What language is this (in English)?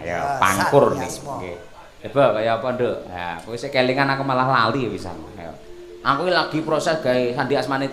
Javanese